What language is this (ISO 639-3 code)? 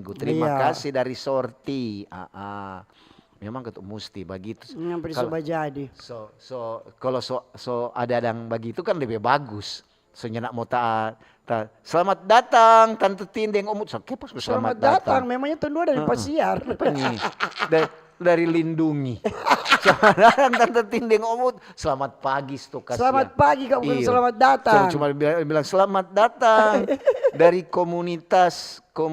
xmm